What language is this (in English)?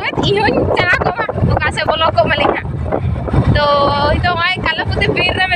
Santali